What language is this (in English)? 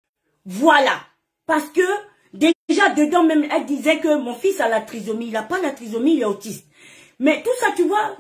French